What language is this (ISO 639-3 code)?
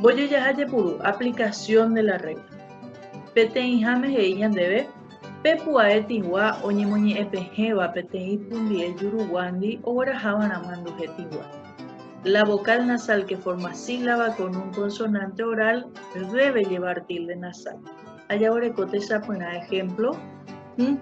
grn